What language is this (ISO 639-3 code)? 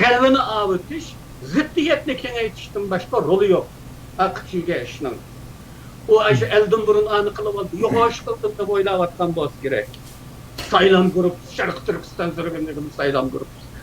uig